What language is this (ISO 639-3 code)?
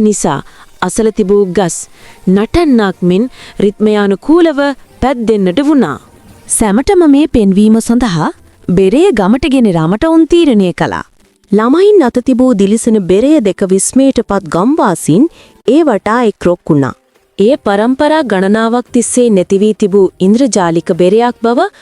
sin